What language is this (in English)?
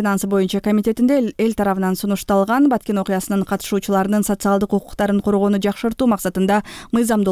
Kyrgyz